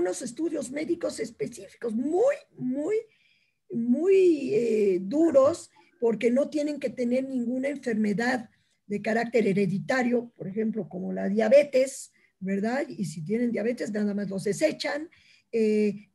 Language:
Spanish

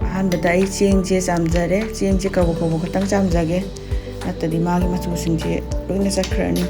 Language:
Manipuri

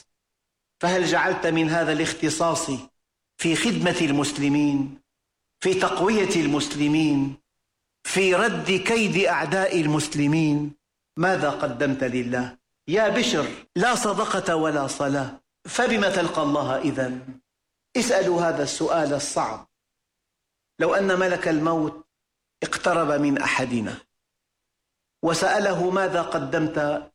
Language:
Arabic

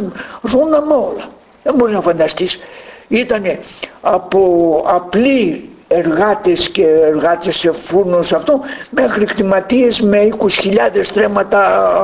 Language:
Greek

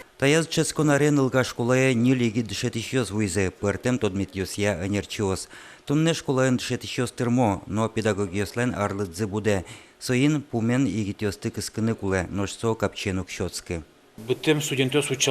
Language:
Udmurt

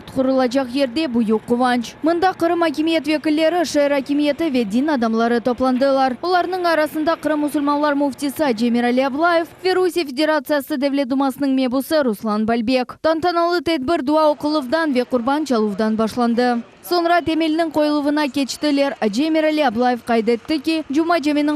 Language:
Crimean Tatar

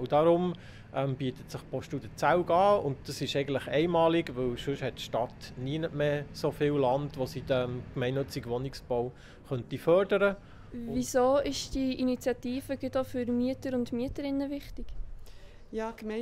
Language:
Swiss German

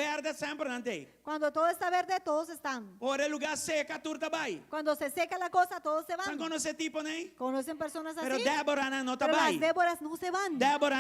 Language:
Papiamento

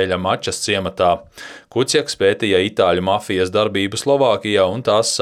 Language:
Latvian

